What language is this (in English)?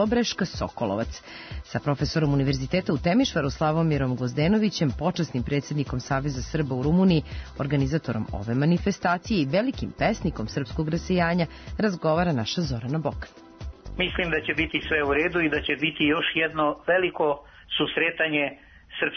Serbian